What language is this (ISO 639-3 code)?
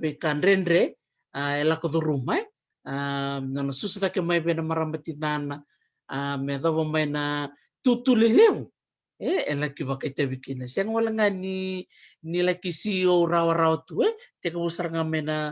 fij